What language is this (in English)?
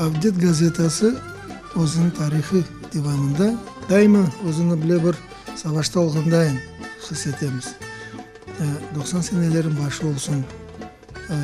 Crimean Tatar